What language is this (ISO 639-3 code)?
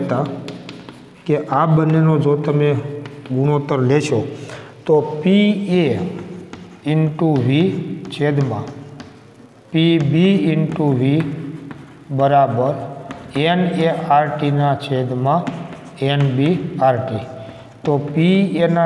guj